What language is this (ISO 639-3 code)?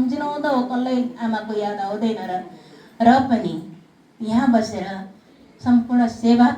nep